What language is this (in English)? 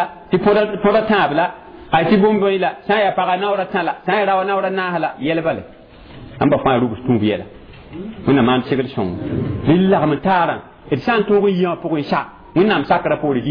Mossi